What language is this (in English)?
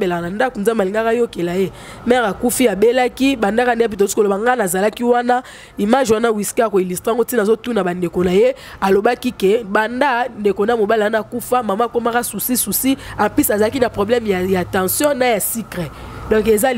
Lingala